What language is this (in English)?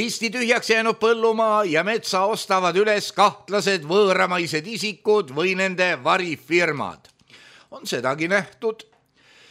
Estonian